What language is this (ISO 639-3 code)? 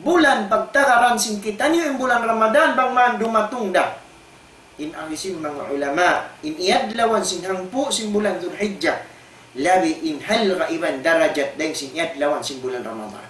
tsg